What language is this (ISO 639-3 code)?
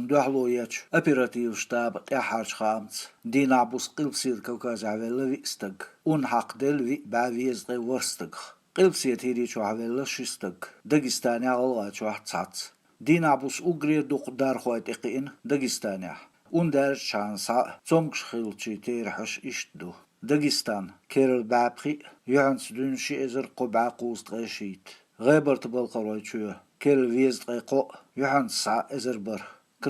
che